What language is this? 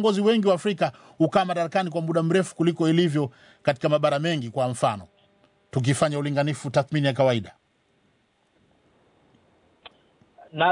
Swahili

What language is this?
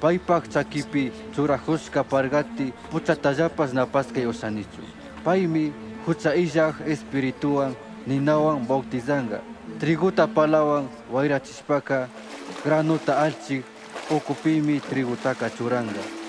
Chimborazo Highland Quichua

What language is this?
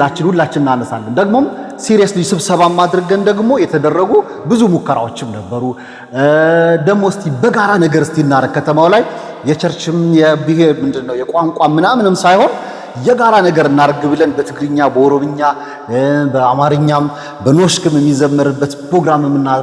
Amharic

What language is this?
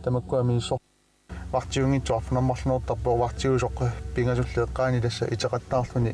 Kalaallisut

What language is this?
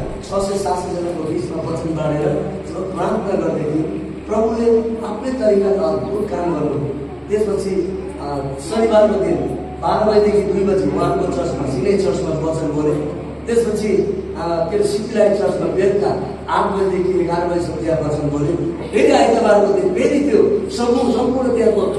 Nepali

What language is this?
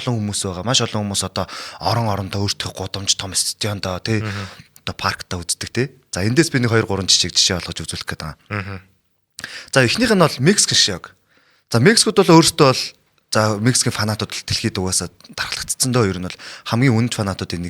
Mongolian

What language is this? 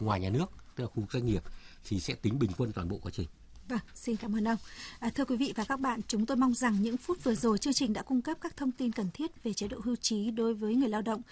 Vietnamese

